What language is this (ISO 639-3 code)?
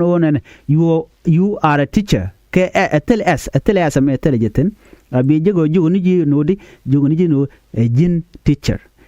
nus